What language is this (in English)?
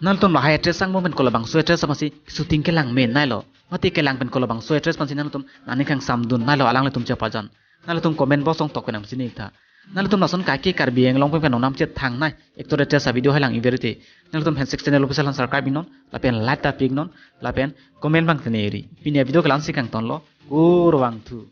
Karbi